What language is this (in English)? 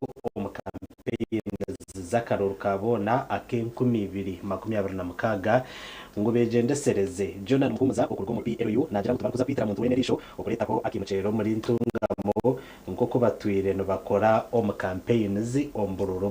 Nyankole